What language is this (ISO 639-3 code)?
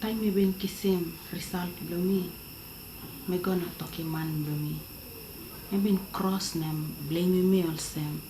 tpi